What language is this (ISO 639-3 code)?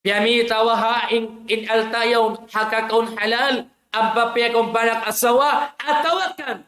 tsg